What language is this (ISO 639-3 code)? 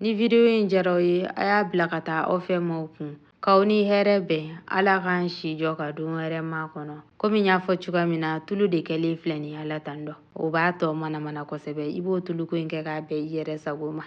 bam